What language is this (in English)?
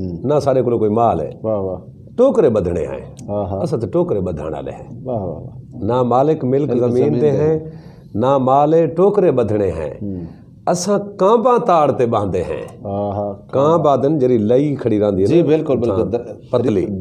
Saraiki